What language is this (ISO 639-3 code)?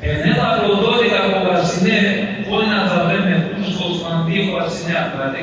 rmn